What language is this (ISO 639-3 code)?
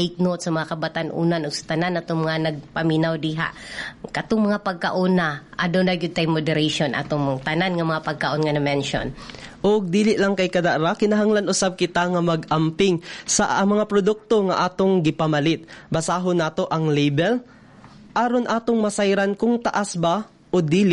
ceb